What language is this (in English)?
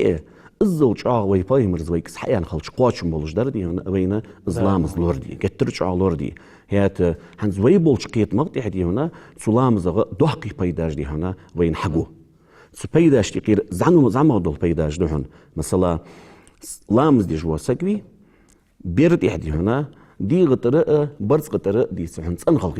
Ingush